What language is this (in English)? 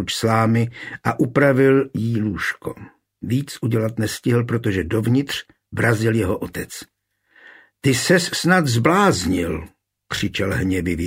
Czech